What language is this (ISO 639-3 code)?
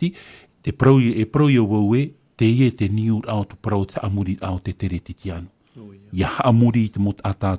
tah